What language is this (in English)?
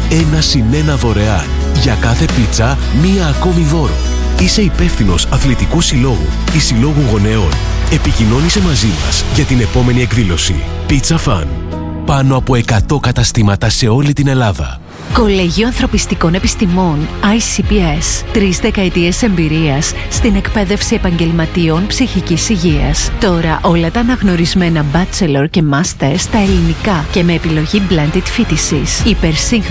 Greek